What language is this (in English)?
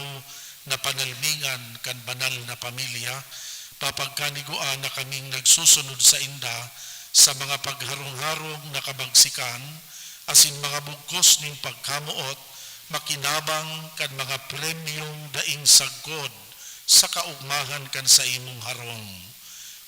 Bikol